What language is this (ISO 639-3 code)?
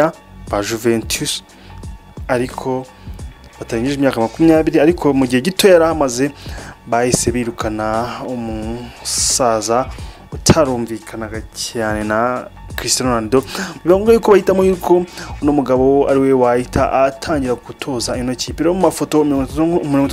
kin